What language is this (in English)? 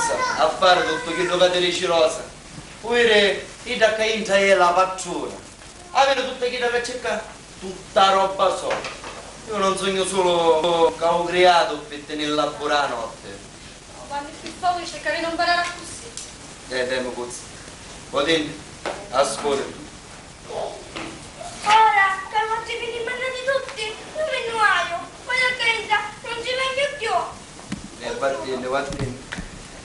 Sicilian